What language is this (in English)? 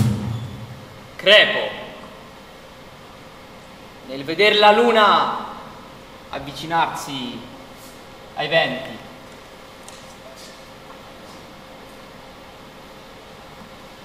Italian